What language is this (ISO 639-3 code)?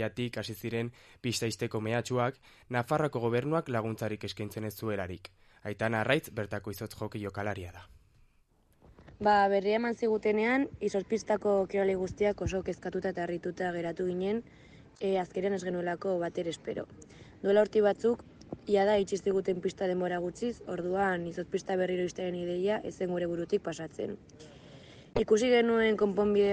eus